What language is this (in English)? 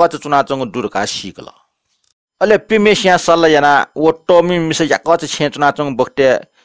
Newari